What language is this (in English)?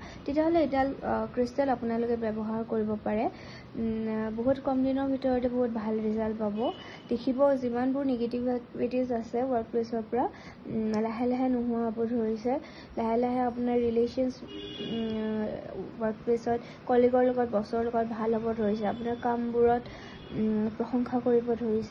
Assamese